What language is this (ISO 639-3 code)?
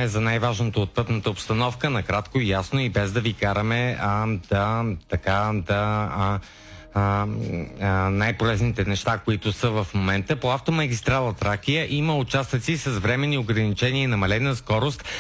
bul